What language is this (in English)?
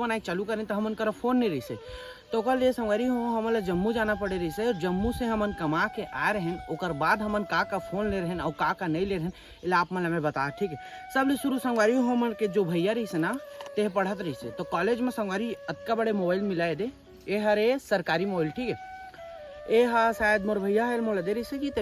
Chhattisgarhi